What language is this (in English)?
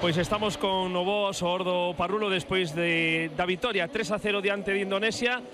Galician